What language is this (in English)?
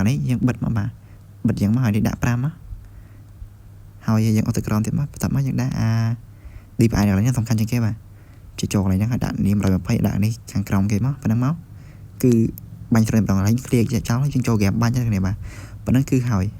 Khmer